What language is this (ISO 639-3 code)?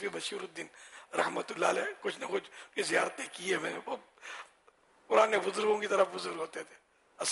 urd